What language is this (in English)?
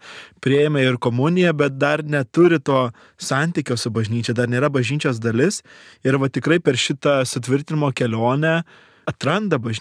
Lithuanian